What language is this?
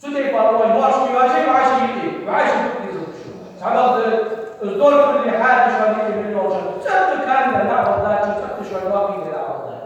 Ingush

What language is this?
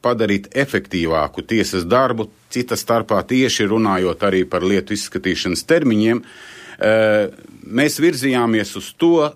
Latvian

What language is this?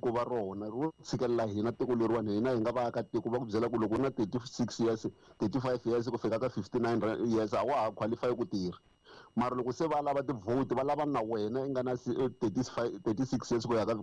Tsonga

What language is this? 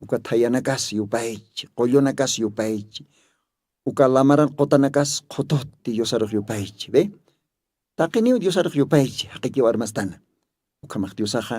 Aymara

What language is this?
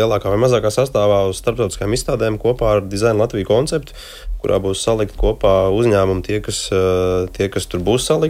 Latvian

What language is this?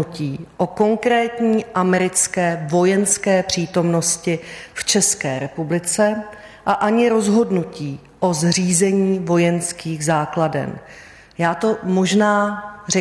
Czech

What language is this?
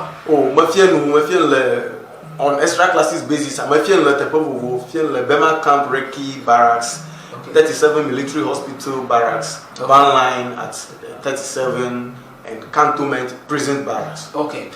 Ewe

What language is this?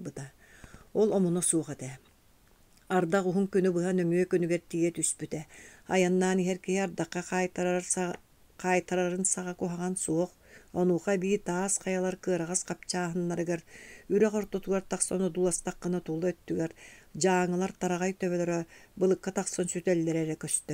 Yakut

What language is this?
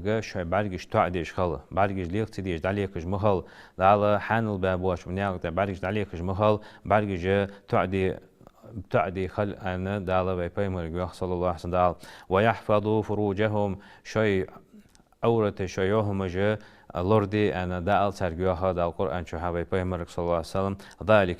Ingush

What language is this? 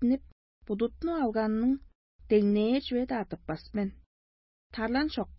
Tuvinian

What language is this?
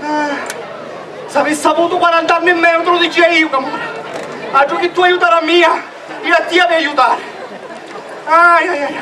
Sicilian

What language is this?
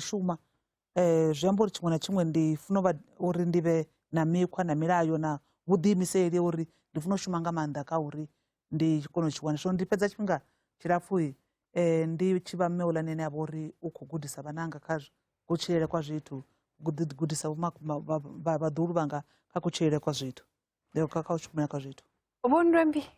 Venda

